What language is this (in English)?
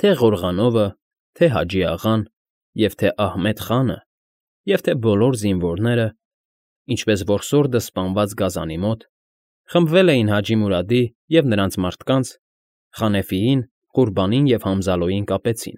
Armenian